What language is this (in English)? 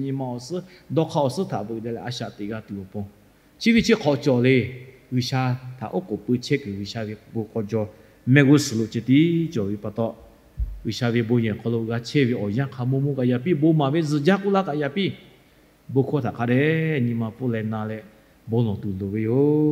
Lahu